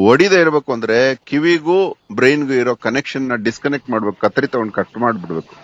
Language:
Kannada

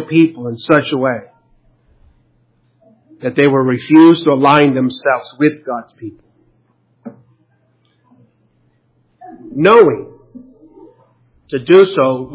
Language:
English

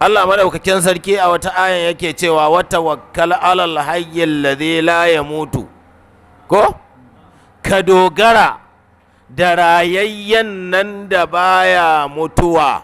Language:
Hausa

